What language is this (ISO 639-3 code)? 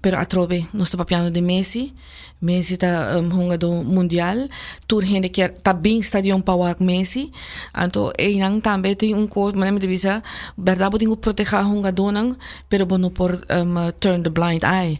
pap